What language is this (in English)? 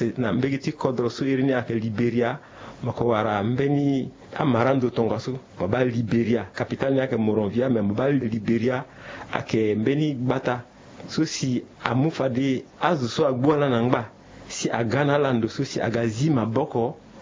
Sango